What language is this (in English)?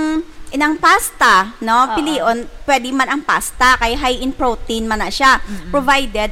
Hiligaynon